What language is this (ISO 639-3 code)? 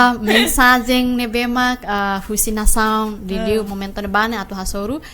tet